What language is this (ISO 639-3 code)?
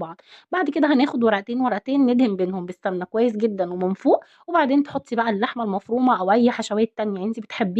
arz